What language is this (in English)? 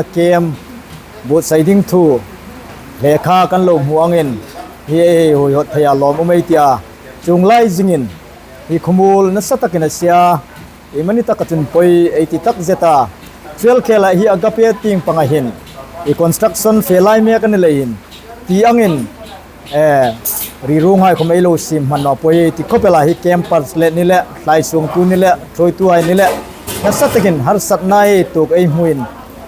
Hmar